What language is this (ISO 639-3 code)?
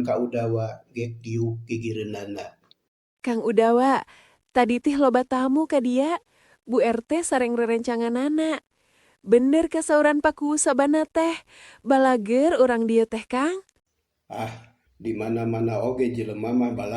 sun